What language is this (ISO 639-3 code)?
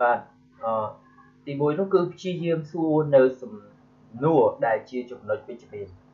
khm